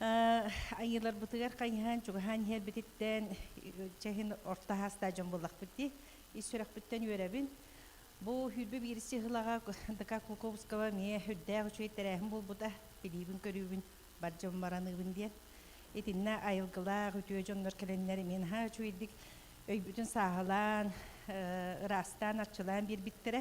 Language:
Yakut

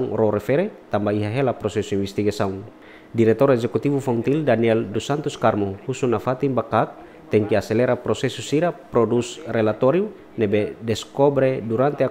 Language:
Tetum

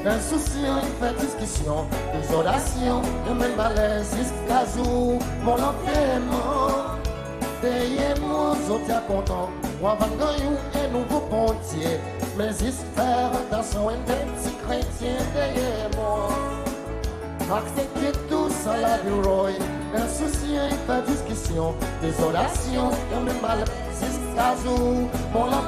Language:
Seselwa Creole French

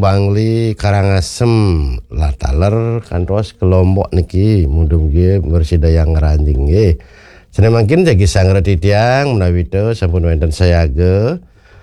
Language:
Balinese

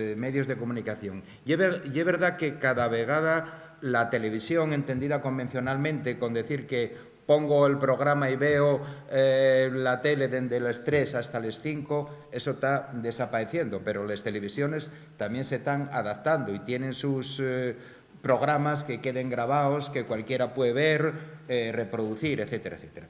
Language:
Asturian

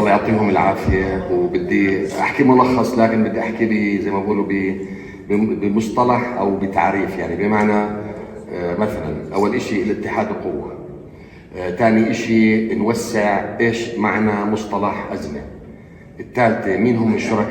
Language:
North Levantine Arabic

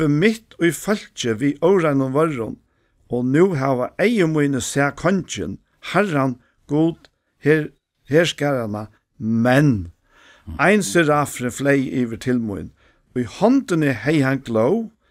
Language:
Faroese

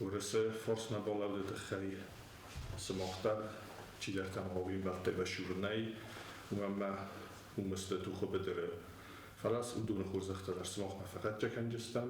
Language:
Ossetic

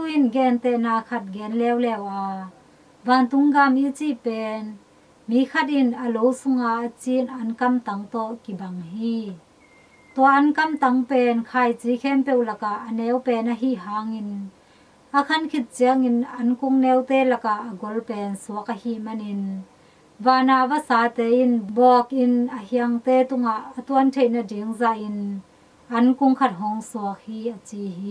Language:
Tedim Chin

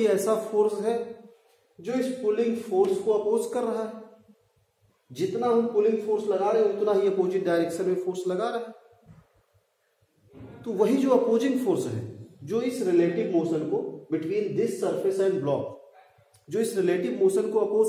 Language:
Hindi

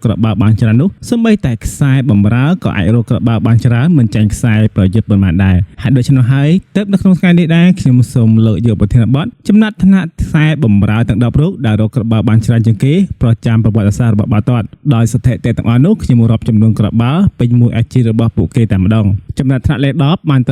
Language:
Khmer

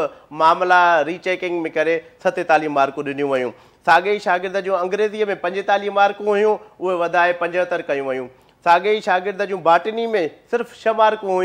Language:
Sindhi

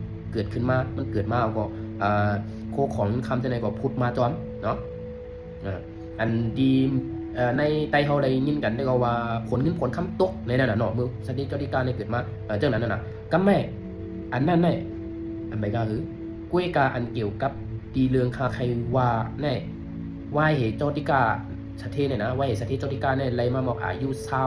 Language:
Shan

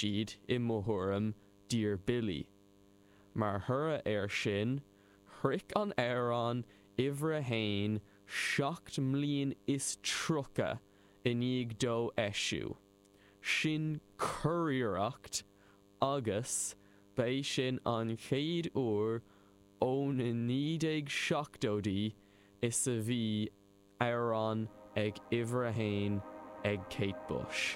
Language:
Irish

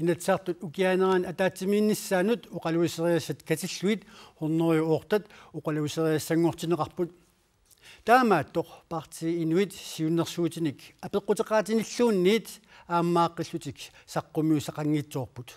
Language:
Kalaallisut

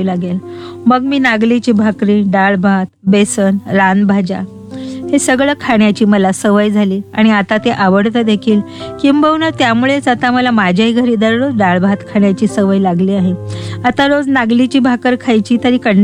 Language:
Marathi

